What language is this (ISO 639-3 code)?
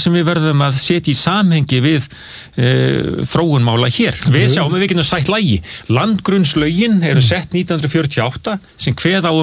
isl